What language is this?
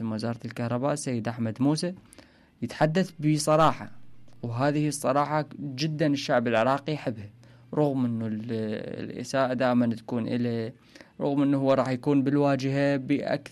Mesopotamian Arabic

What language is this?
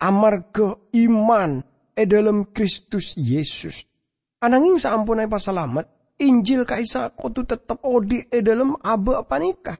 Madurese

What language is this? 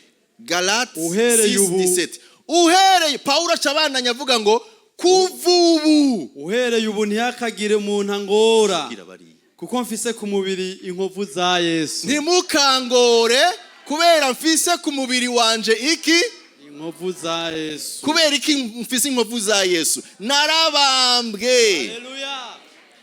Rundi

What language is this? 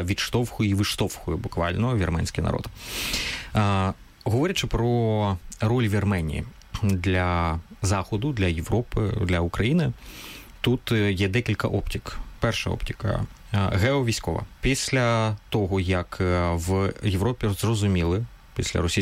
Ukrainian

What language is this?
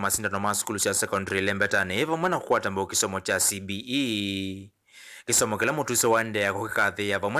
Kamba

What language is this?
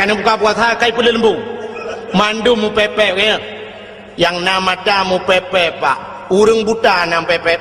Achinese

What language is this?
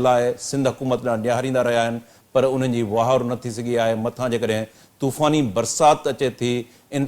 Sindhi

